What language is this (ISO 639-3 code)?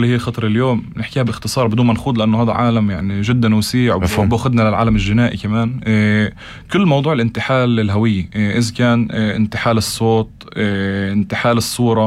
apc